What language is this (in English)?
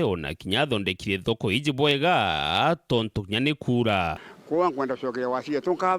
Meru